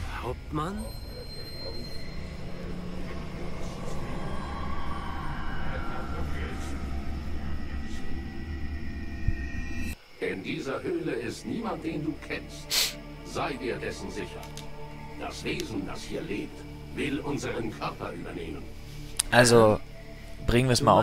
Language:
German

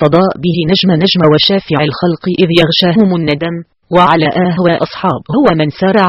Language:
Arabic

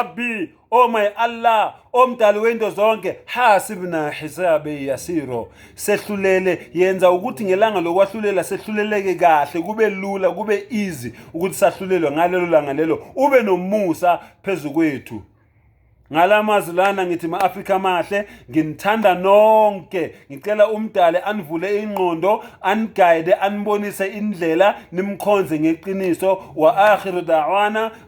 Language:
Zulu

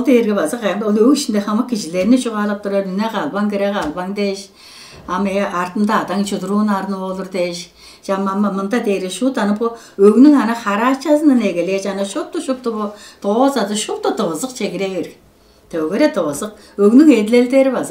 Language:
Tuvinian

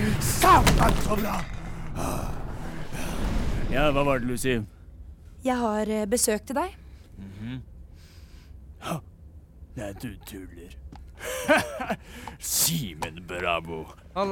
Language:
Norwegian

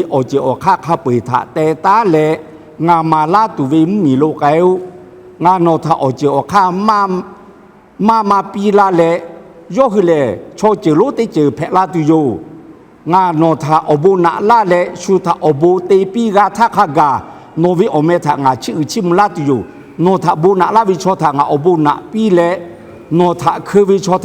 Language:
Lahu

